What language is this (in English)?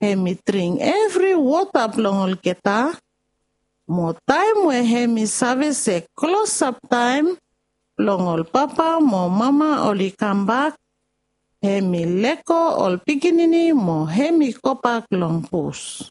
Bislama